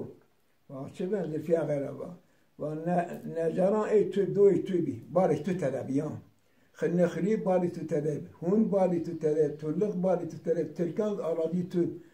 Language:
Zaza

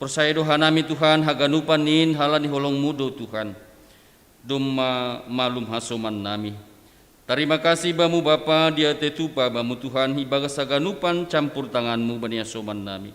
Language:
Batak Simalungun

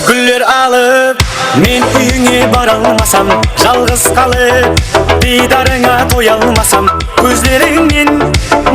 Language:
Kara-Kalpak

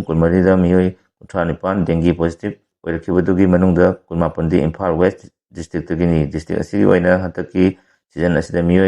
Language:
Manipuri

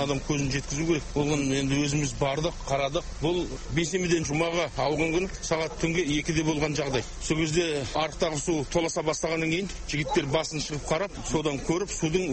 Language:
Kazakh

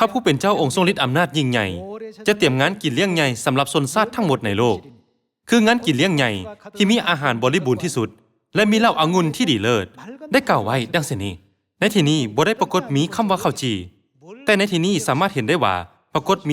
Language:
Lao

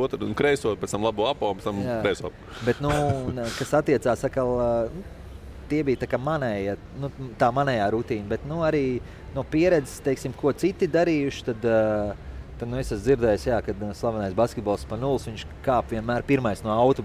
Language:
Latvian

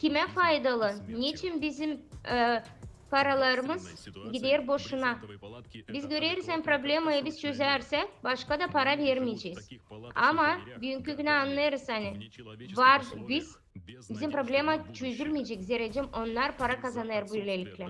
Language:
Gagauz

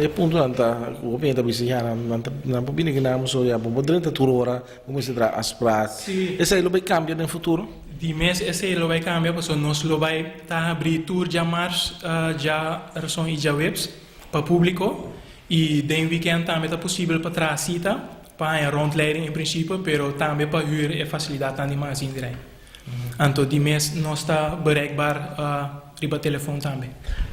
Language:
Papiamento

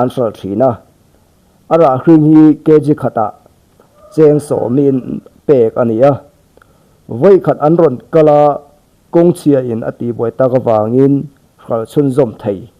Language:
Mizo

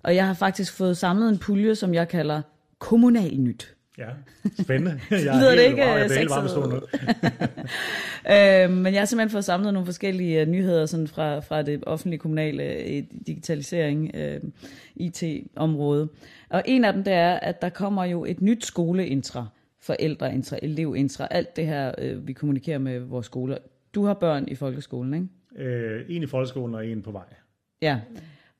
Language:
Danish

